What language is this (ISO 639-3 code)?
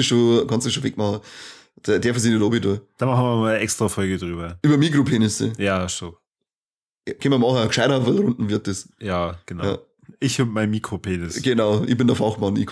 bar